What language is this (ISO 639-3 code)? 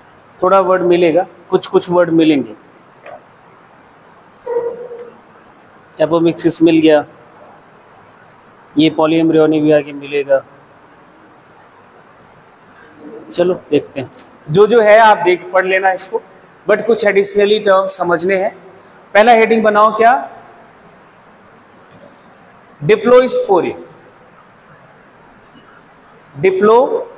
hin